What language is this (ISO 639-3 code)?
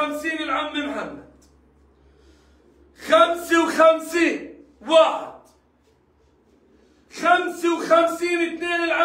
ara